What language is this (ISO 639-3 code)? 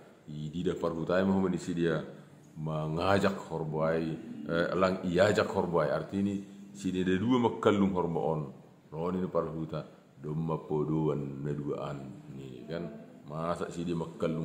bts